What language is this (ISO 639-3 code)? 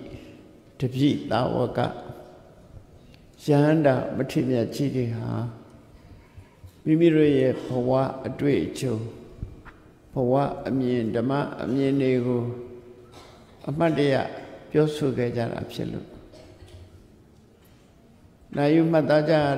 mya